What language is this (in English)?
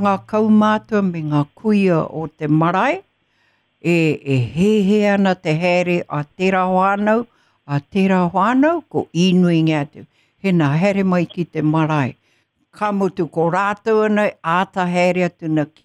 Māori